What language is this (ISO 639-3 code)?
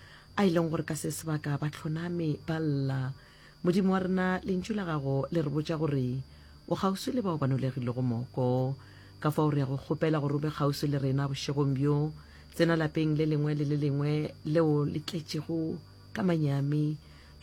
nso